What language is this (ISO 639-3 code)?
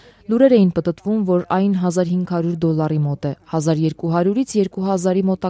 hye